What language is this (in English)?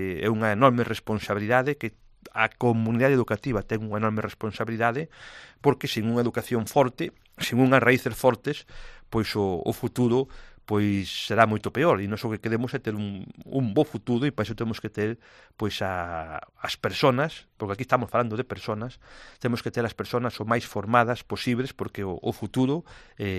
Galician